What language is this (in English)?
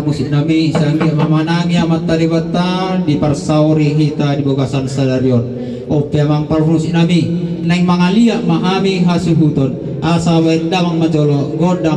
Batak Toba